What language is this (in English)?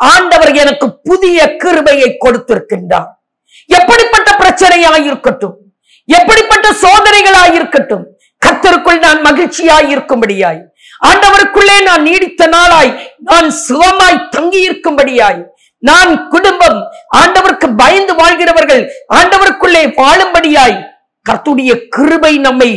Tamil